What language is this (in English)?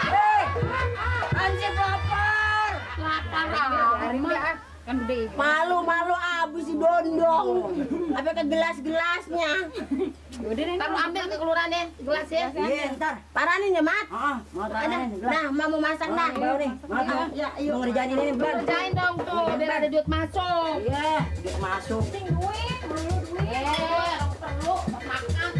Betawi